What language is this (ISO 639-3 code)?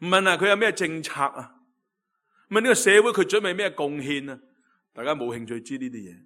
yue